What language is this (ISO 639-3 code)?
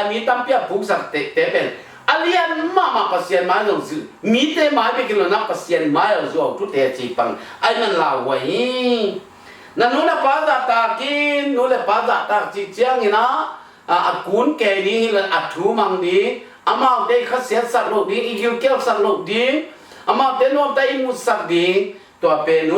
ctd